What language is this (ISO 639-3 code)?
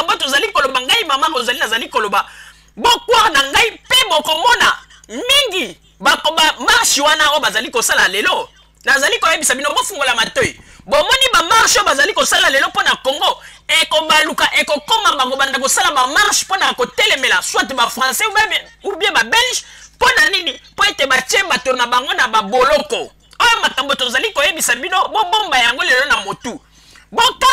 lin